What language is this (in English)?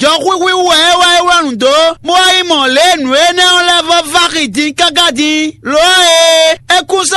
Fon